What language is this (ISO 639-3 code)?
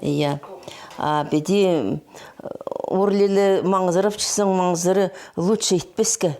kjh